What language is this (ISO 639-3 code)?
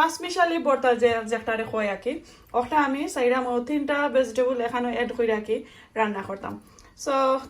syl